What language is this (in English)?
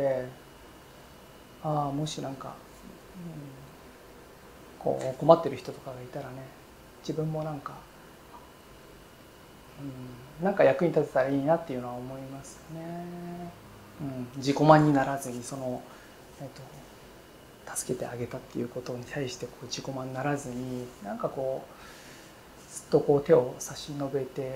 Japanese